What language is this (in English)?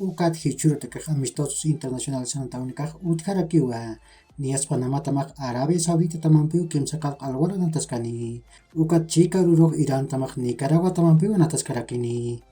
Aymara